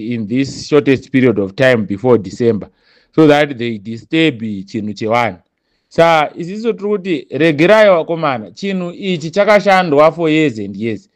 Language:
Shona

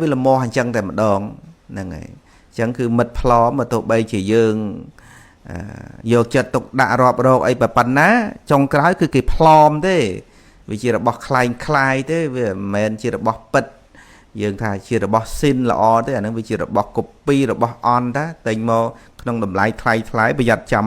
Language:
Khmer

